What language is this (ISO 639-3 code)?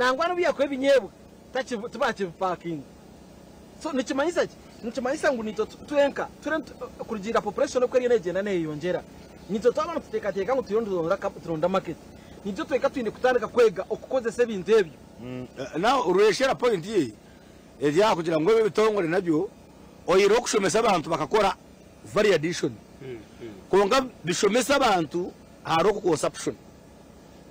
nyn